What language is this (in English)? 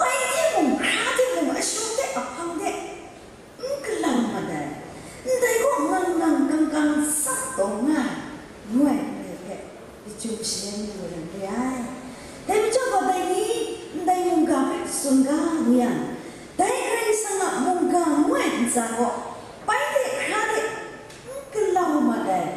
Kachin